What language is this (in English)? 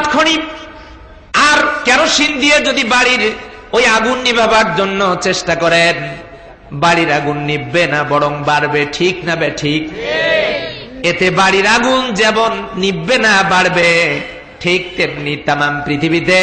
Bangla